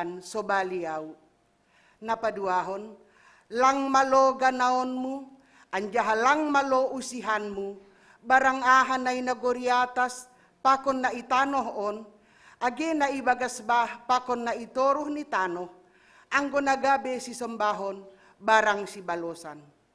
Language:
Batak Simalungun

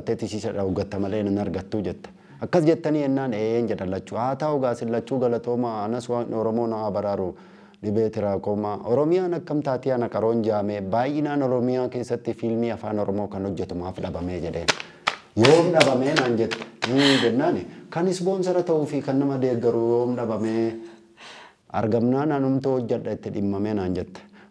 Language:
Oromo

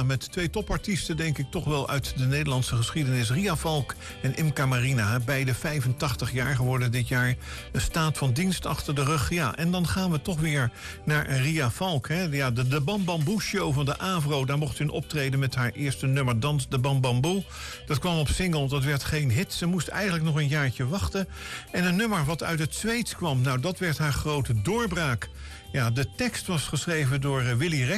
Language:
Dutch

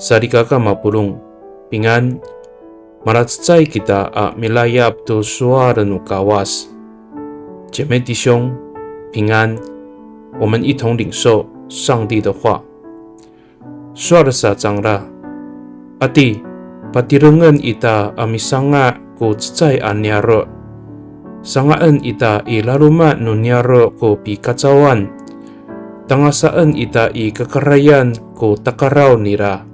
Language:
Amis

